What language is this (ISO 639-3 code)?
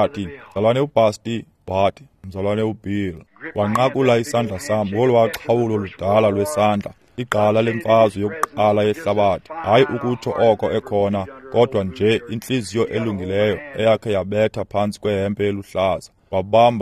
xho